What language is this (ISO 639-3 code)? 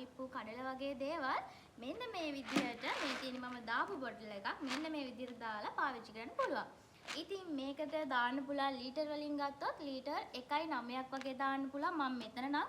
sin